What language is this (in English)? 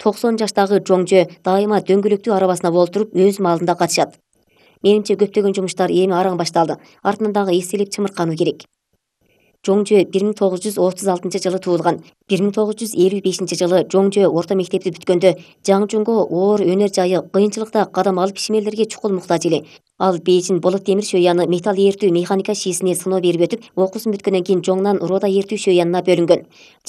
Kyrgyz